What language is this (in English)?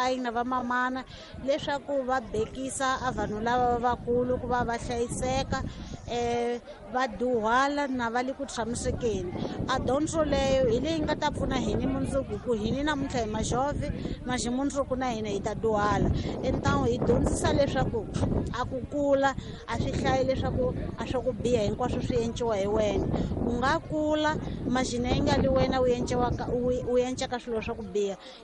Tsonga